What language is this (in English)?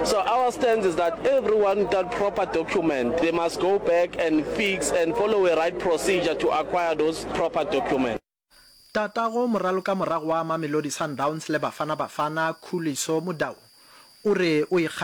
Northern Sotho